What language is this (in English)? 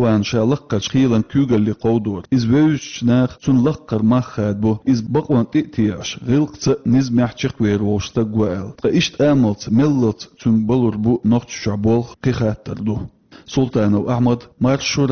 Chechen